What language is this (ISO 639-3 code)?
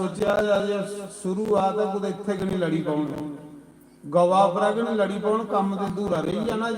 doi